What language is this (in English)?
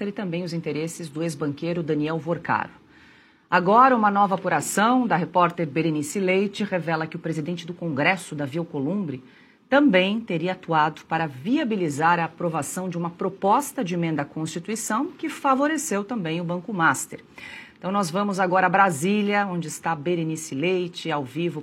Portuguese